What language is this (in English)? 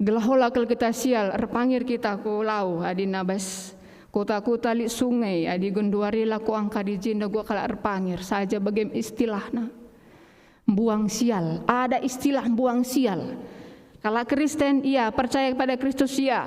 Batak Karo